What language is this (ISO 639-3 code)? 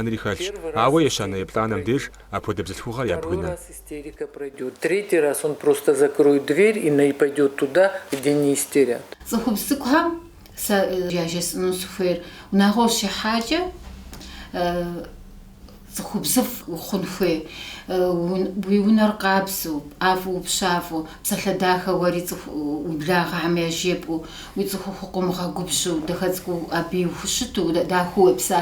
kbd